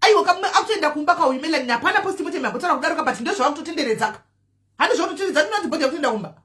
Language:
Shona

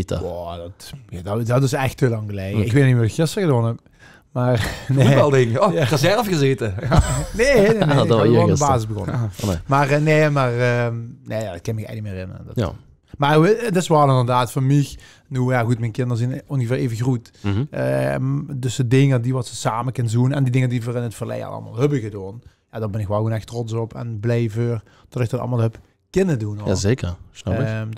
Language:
Limburgish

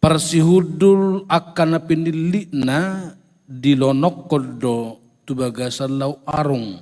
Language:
Batak Toba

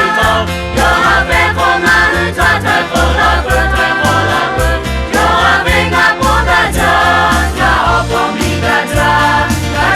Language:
Lahu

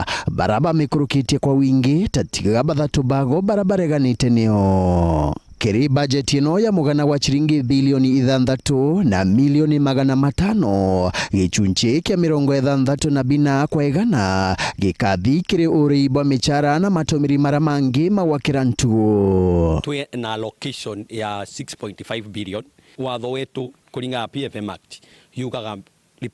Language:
Meru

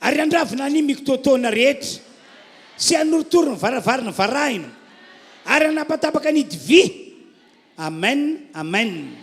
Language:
Malagasy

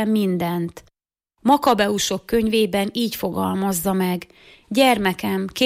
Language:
Hungarian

